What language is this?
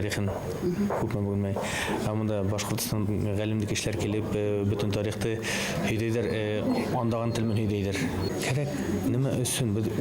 Bashkir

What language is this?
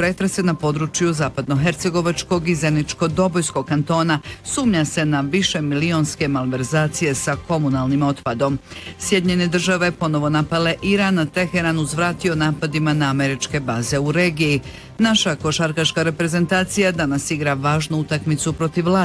Bosnian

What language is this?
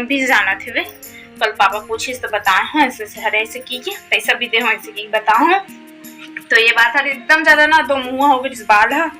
Chhattisgarhi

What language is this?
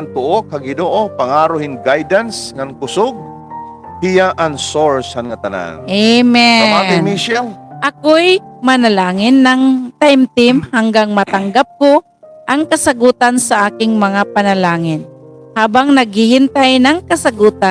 Waray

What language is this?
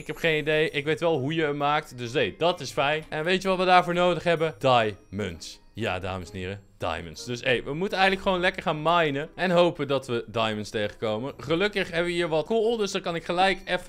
Dutch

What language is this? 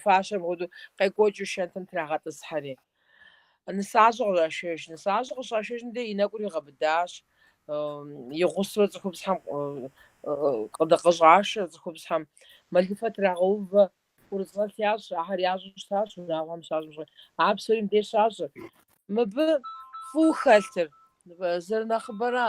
Kabardian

